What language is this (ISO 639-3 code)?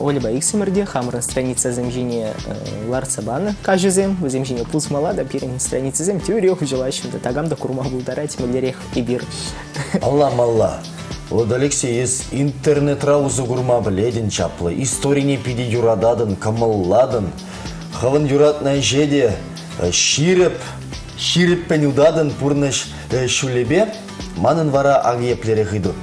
chv